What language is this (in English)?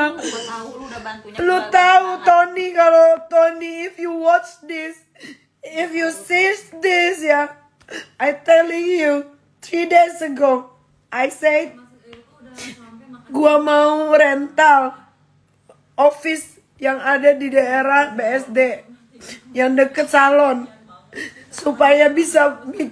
Indonesian